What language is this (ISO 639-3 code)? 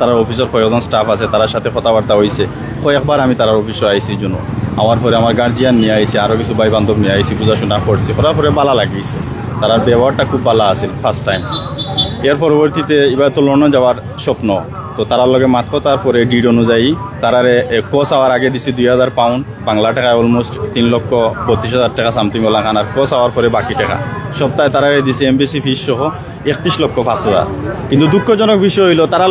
syl